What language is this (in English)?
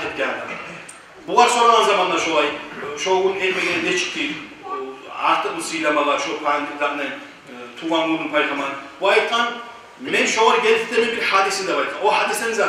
Kumyk